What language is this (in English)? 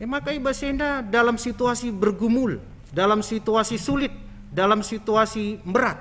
Batak Karo